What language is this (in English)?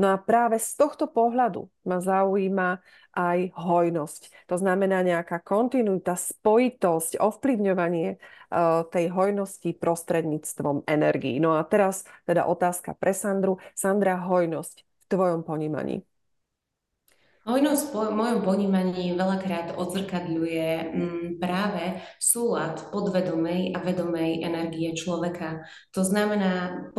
Slovak